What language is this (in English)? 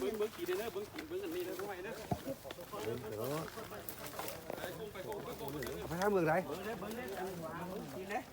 Lao